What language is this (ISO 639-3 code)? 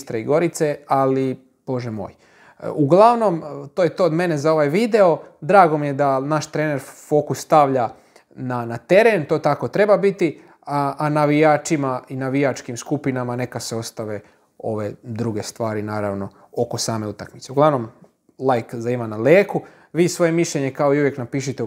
hrv